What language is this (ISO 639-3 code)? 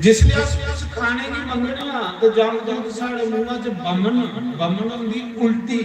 doi